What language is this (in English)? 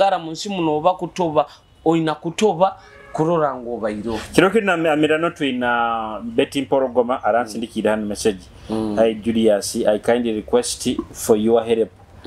Nyoro